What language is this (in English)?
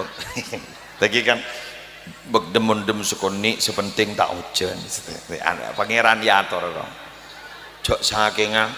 Madurese